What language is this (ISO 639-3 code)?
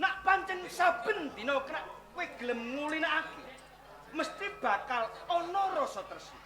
jav